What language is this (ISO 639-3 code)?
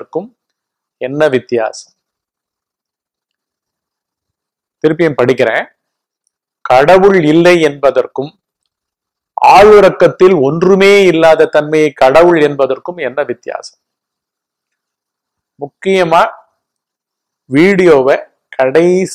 tam